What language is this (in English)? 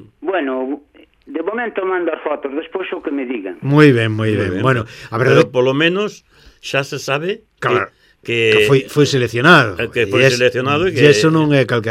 Galician